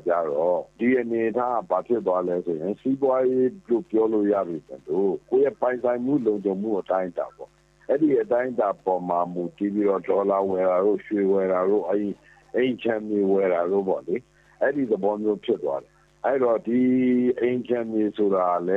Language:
Burmese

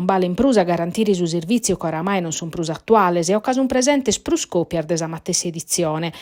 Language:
Sardinian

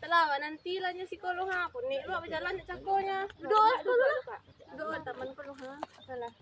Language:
Minangkabau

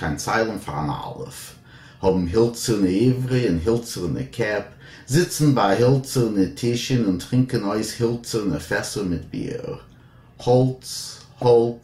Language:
Yiddish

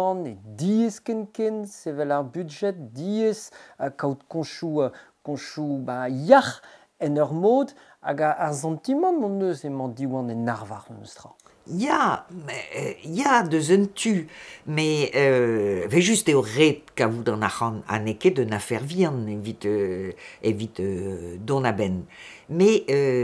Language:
Breton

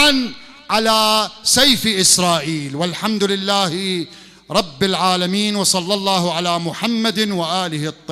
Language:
Mesopotamian Arabic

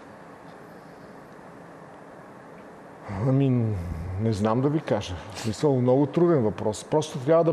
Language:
Bulgarian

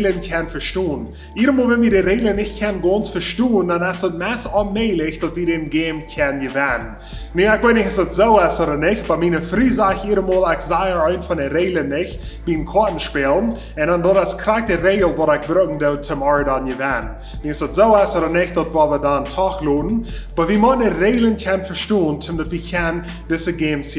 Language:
Plautdietsch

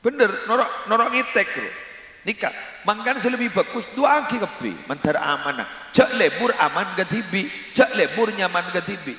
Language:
Madurese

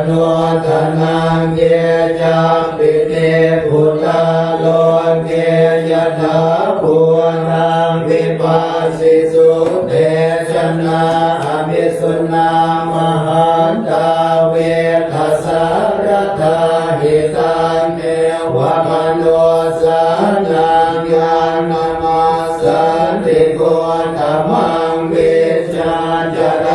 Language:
Pali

